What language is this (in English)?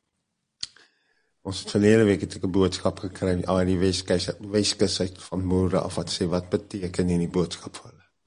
Afrikaans